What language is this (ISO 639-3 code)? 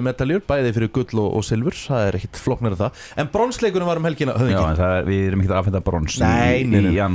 isl